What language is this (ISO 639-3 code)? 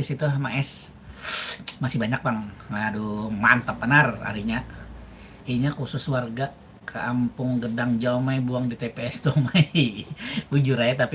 bjn